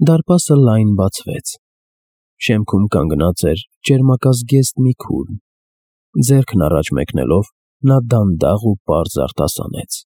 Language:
Armenian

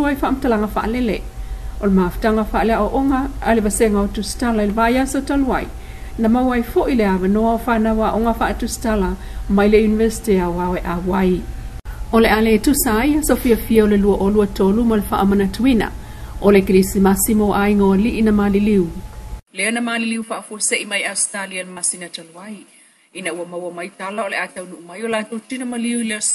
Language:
Samoan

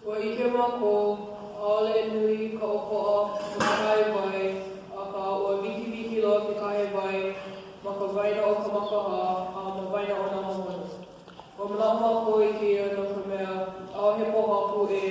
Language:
Hawaiian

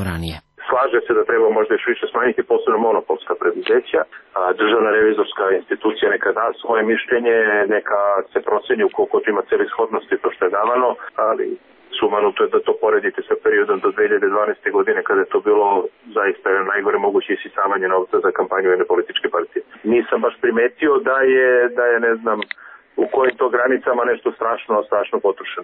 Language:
Serbian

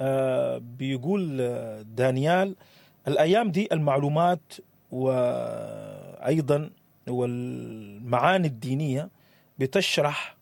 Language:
Sudanese Arabic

